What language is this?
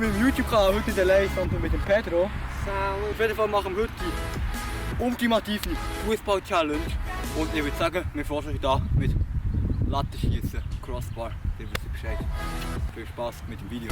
Swiss German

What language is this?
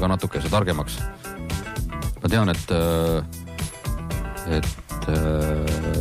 Estonian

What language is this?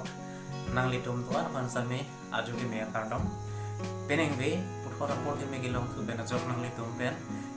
Karbi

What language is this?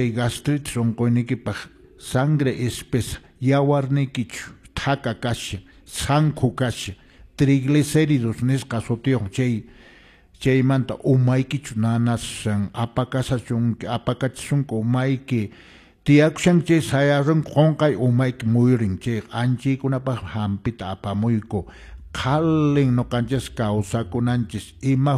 Quechua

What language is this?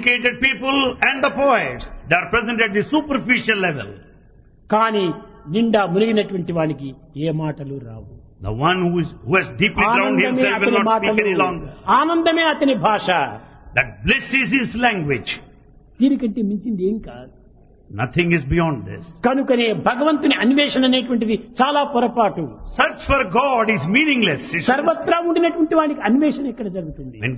Telugu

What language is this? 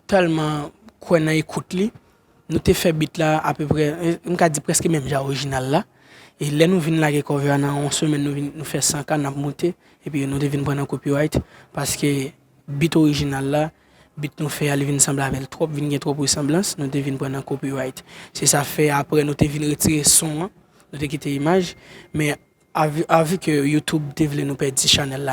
Haitian Creole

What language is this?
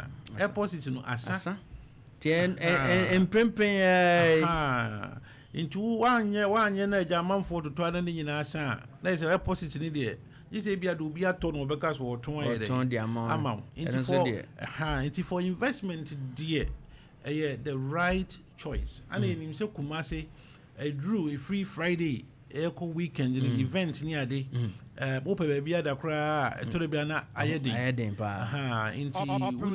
Akan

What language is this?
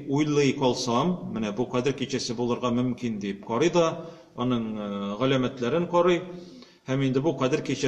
Tatar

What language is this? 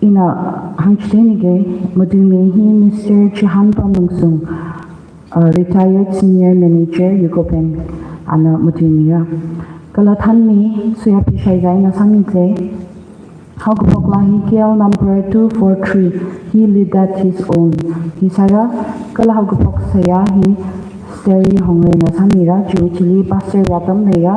Tangkhul Naga (India)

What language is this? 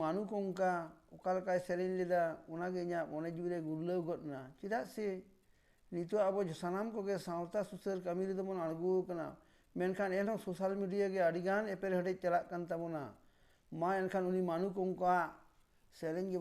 Santali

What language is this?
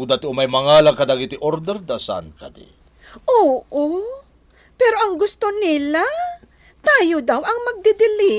Iloko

